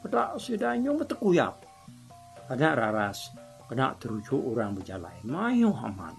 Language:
Iban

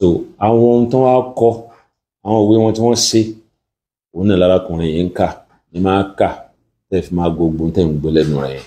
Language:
Yoruba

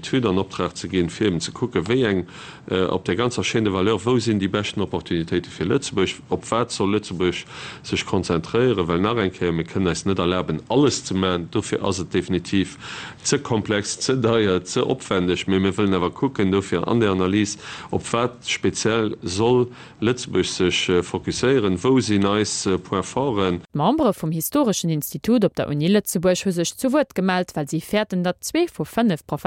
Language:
Luxembourgish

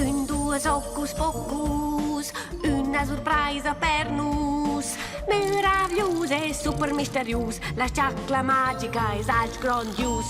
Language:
Romansh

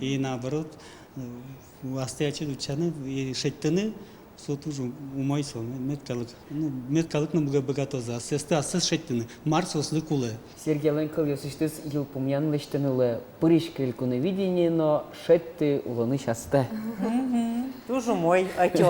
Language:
Udmurt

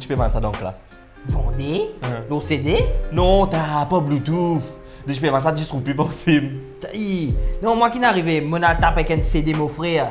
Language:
Morisyen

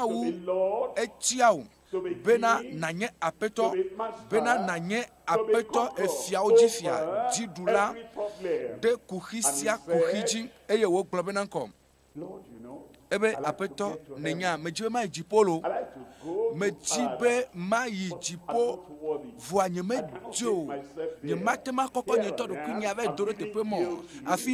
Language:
Ewe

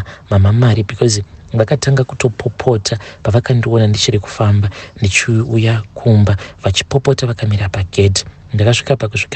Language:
Shona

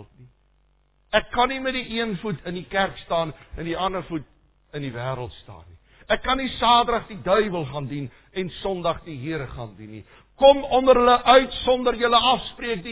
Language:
Afrikaans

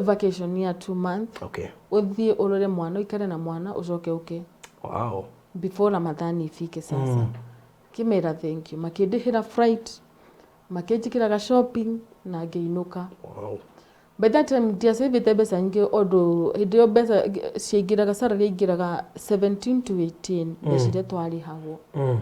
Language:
Kikuyu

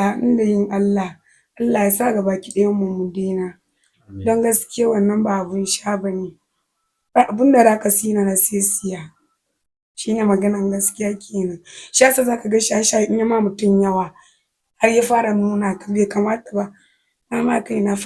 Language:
Hausa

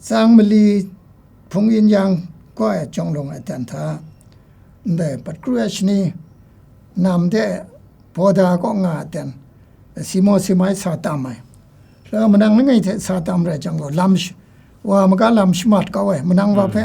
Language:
Kachin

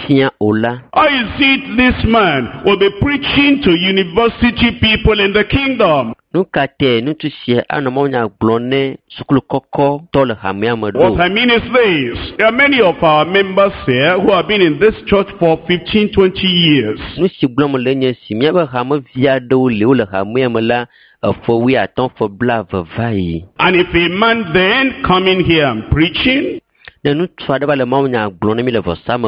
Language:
Ewe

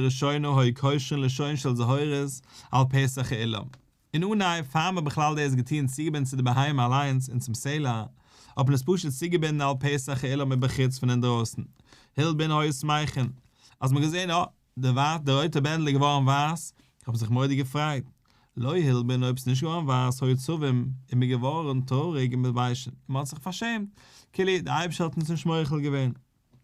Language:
Yiddish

